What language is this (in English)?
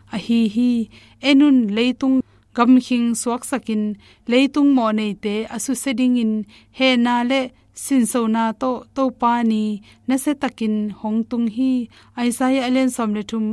Tedim Chin